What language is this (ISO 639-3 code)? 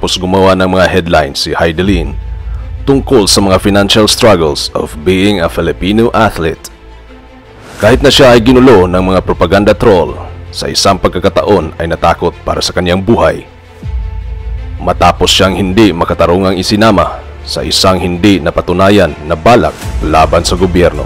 fil